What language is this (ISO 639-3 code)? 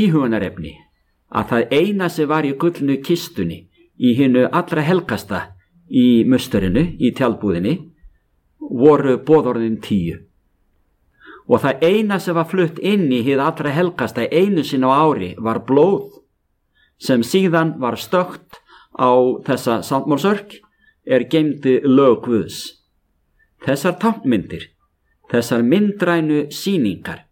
isl